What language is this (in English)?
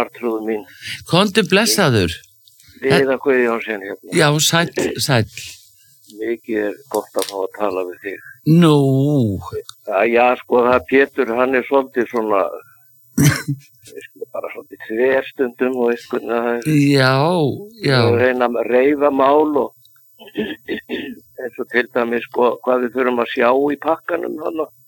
Icelandic